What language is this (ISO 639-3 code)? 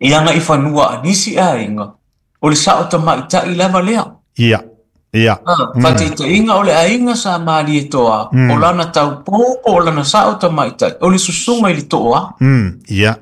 smo